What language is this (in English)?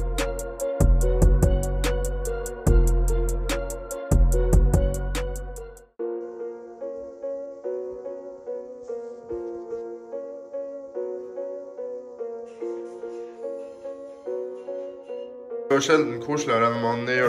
Norwegian